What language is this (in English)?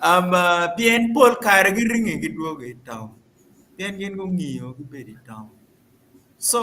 Acoli